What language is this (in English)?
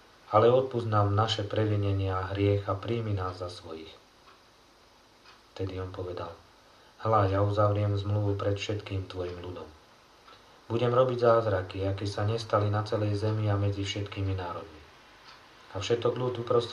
Slovak